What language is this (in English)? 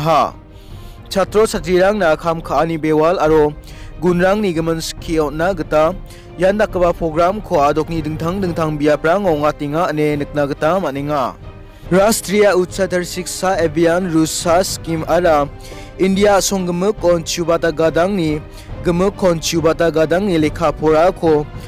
Garo